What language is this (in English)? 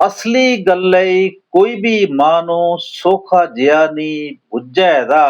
Dogri